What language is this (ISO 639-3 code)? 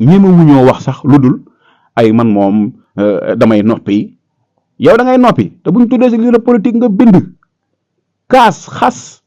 wol